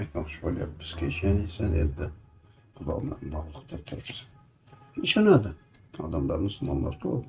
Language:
Uzbek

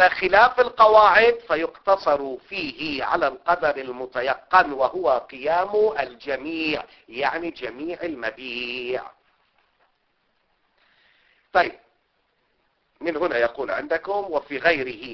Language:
Arabic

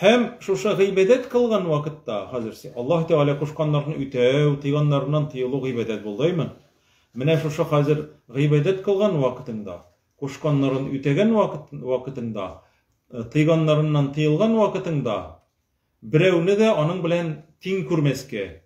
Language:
Tatar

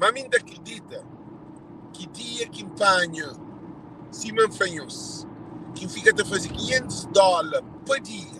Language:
Kabuverdianu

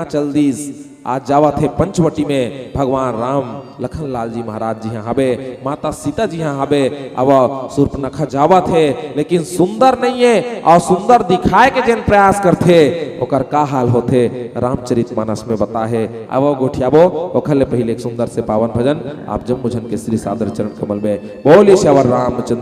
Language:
Chhattisgarhi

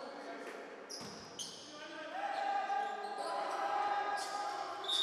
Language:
Serbian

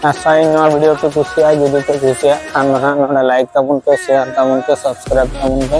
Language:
Santali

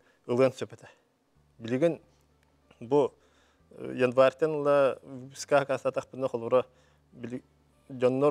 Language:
Yakut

